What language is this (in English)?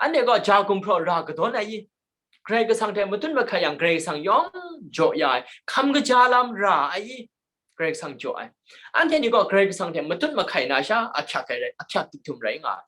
Kachin